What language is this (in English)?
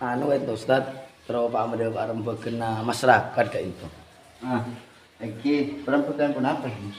Madurese